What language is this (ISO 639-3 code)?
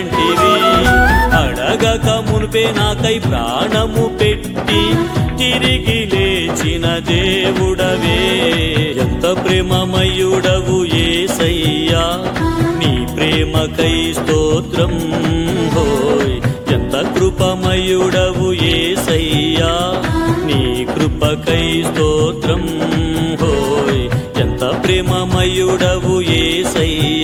tel